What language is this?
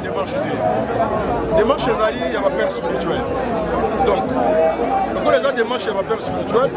Lingala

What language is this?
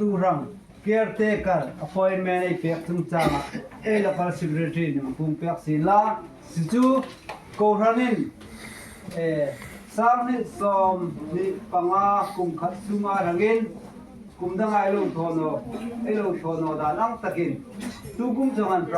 Hmar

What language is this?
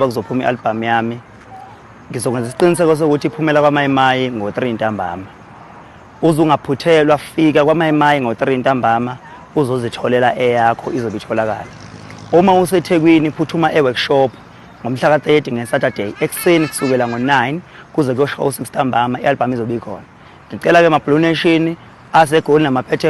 Zulu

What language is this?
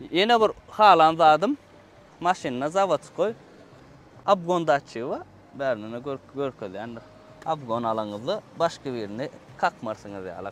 Turkmen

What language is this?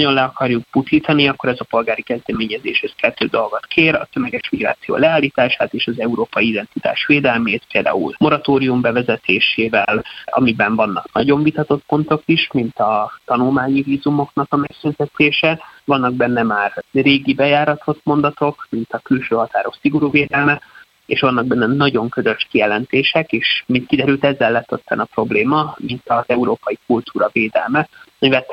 Hungarian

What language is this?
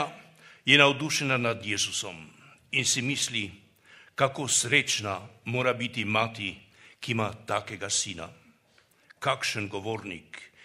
Slovenian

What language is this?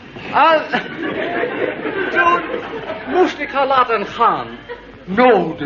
Dutch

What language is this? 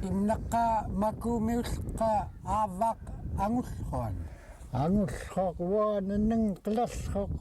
Central Yupik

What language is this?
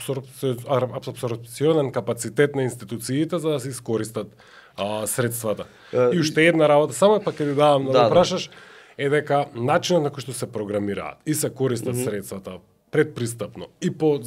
Macedonian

